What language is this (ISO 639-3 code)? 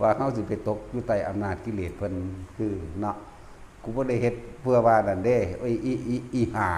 tts